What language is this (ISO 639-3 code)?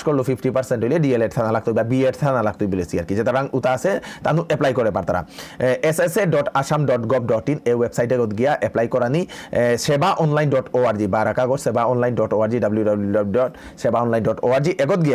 bpy